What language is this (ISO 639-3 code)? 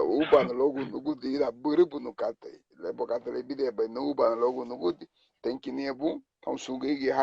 cab